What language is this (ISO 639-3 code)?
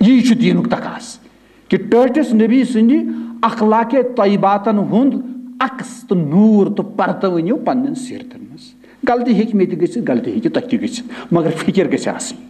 kas